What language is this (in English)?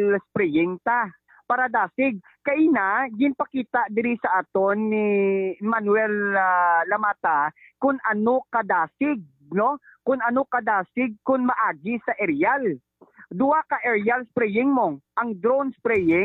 Hiligaynon